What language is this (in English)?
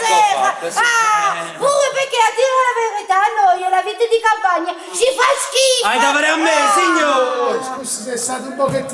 Neapolitan